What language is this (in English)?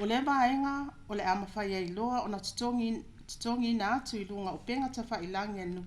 Samoan